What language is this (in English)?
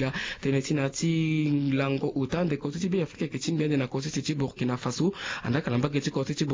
Sango